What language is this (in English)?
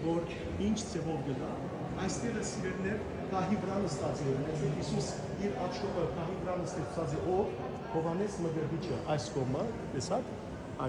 Western Armenian